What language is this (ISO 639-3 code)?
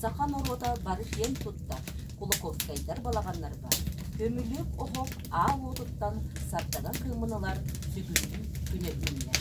sah